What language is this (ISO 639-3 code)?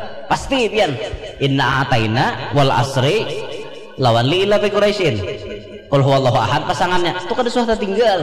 bjn